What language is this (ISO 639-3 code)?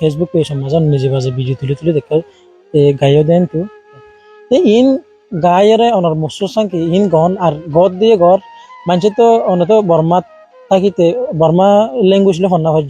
rhg